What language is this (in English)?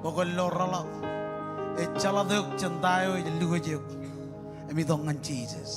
Marshallese